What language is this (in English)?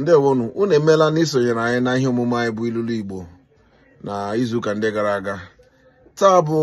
Igbo